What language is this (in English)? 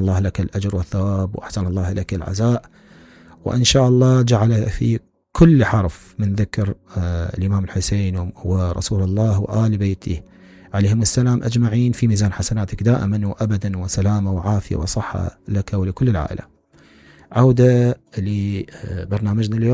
Mesopotamian Arabic